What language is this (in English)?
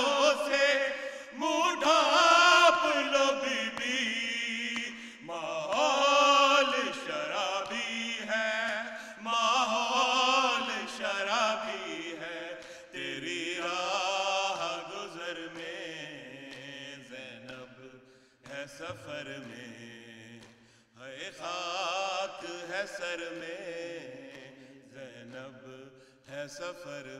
Urdu